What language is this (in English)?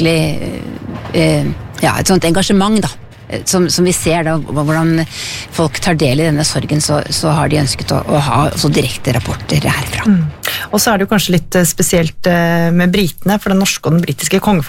Norwegian